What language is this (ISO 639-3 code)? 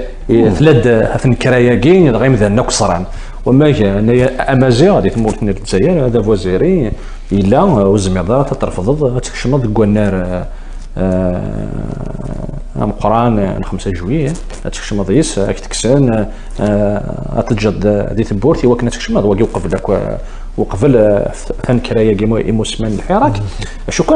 kab